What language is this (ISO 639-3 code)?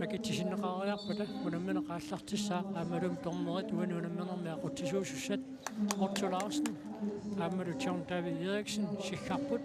kal